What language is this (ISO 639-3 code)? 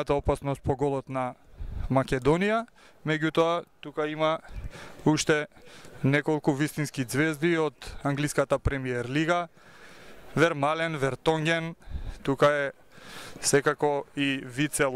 mkd